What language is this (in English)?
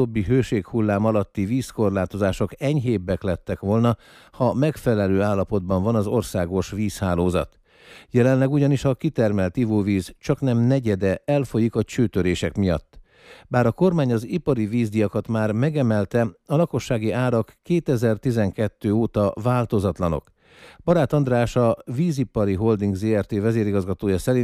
Hungarian